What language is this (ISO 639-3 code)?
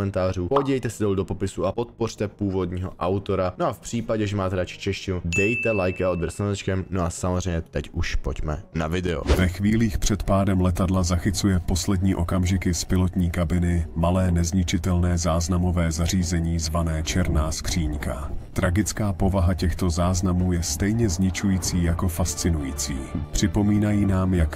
ces